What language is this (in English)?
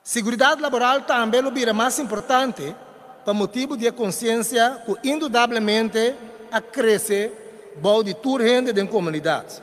Papiamento